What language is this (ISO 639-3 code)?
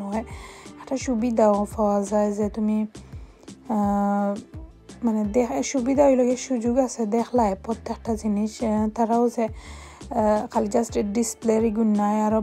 syl